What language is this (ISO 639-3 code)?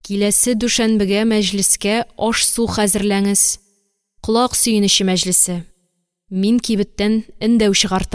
tat